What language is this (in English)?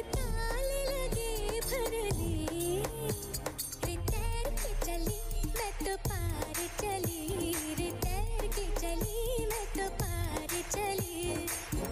English